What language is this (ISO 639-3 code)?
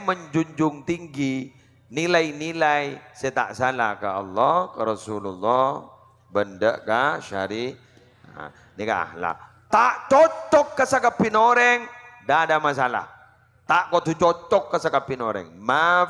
mad